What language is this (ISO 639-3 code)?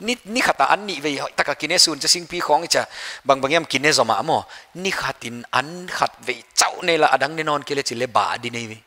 pck